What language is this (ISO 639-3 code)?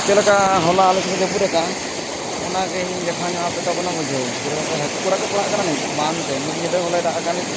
sat